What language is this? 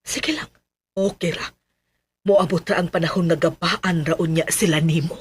Cebuano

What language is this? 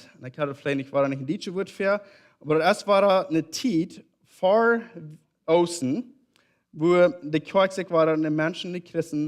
Plautdietsch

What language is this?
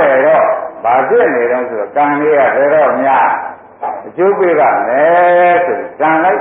Burmese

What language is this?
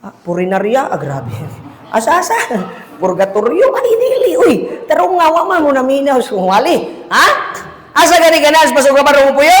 Cebuano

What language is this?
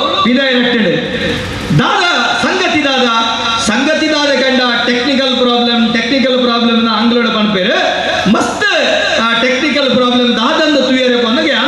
Tulu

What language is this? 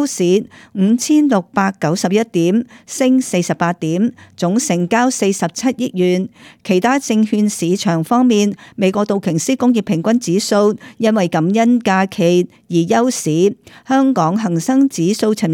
Cantonese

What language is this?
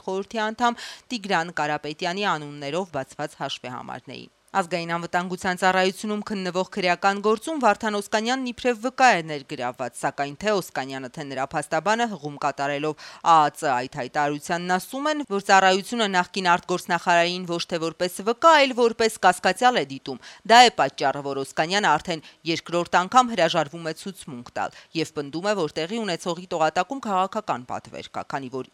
Armenian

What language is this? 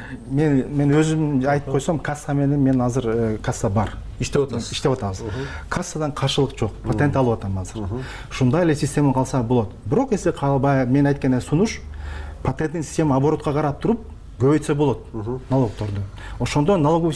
Kyrgyz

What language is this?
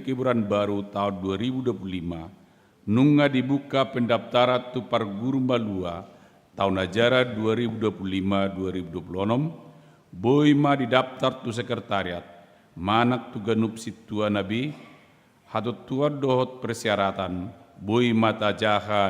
Batak Toba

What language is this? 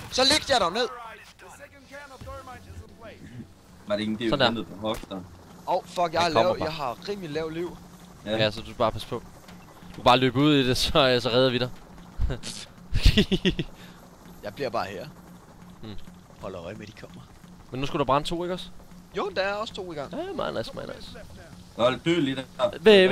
Danish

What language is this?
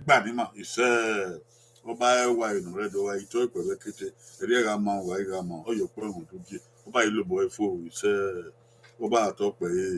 Bini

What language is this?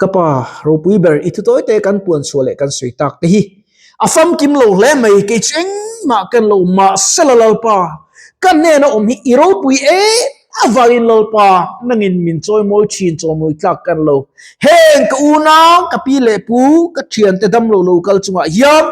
Mizo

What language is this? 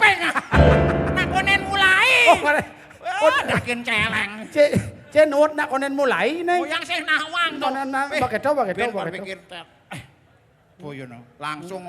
Balinese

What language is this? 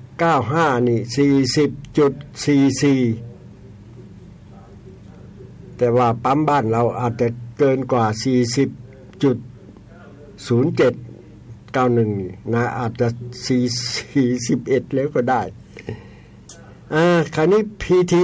Thai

